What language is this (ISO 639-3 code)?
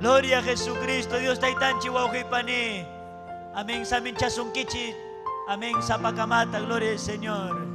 quy